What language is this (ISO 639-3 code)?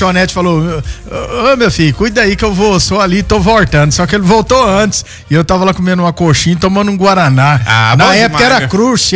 por